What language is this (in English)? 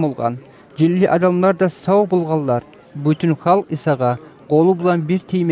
Kumyk